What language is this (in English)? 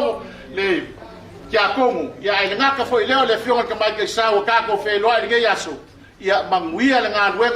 Tongan